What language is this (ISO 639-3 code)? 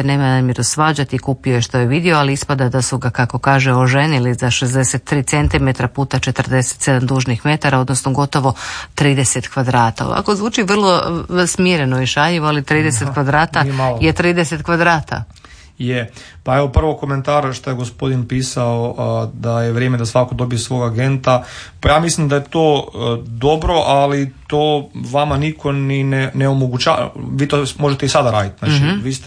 hrv